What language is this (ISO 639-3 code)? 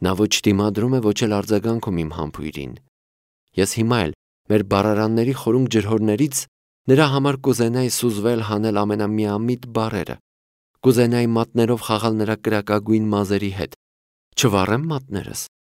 hye